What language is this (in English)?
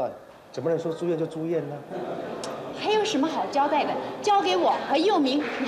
Chinese